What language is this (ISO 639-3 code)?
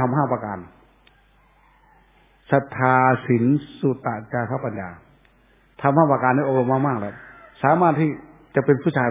tha